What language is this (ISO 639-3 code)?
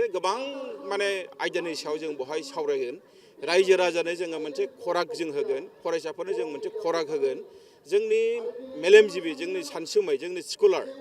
brx